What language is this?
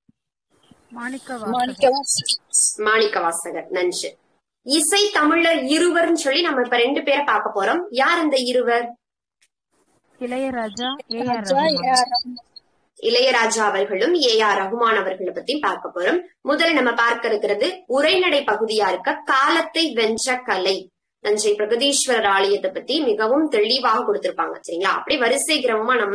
Tamil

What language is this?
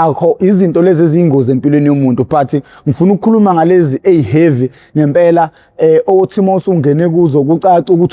Zulu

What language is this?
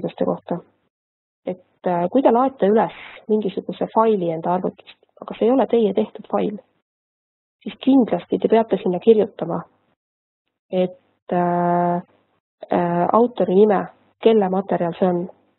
Estonian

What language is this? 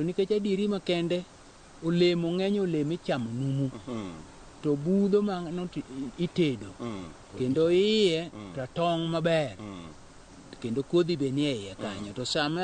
Luo (Kenya and Tanzania)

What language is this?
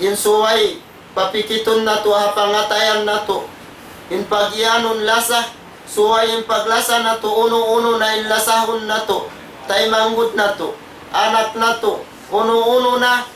Tausug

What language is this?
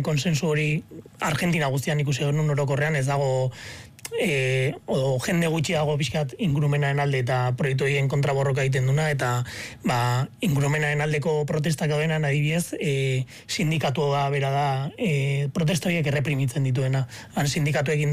Basque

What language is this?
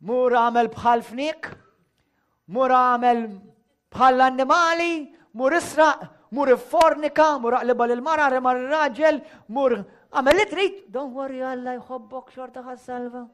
Maltese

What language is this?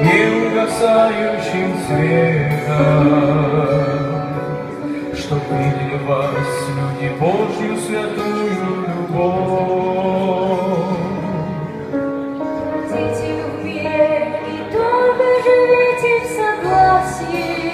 Russian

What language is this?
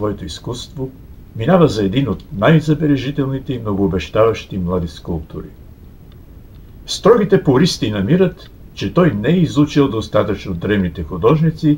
Bulgarian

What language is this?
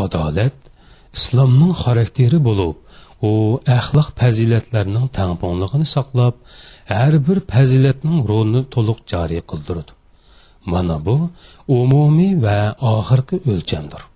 Uyghur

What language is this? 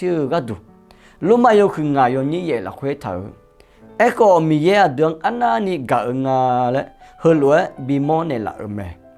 Akha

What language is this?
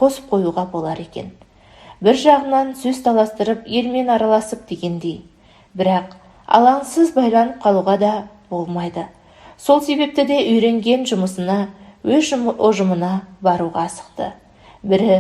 Kazakh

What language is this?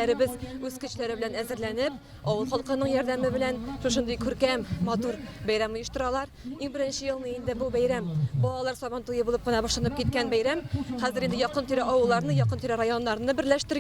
Tatar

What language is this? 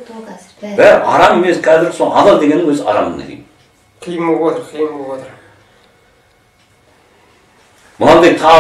Kazakh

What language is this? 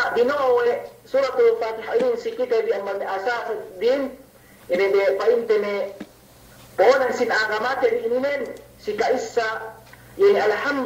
Yakan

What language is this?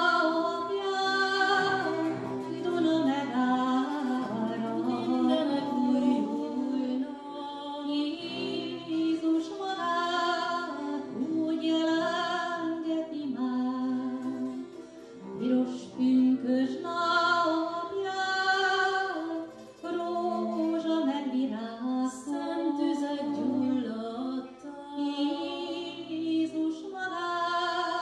Hungarian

